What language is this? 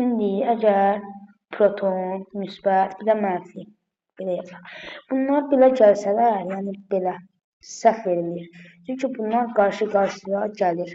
Azerbaijani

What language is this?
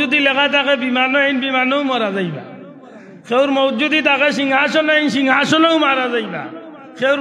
Sylheti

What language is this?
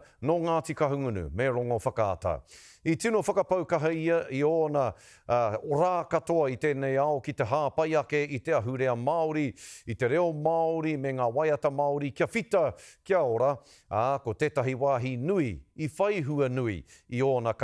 Māori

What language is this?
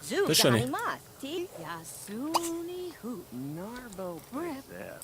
Bavarian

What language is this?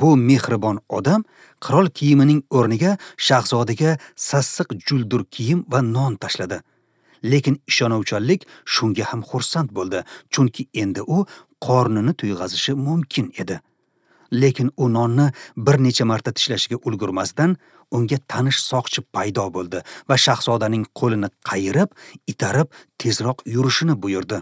Uzbek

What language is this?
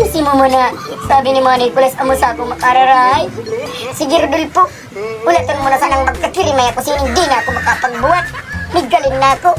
Bikol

